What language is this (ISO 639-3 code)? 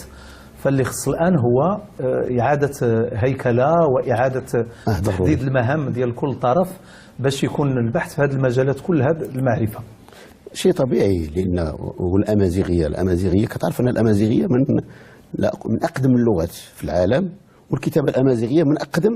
ary